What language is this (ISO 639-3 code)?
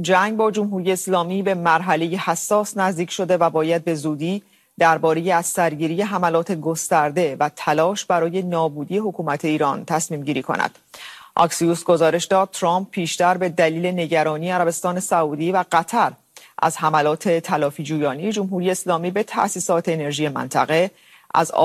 fas